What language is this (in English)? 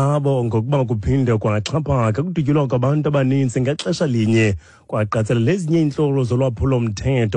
Xhosa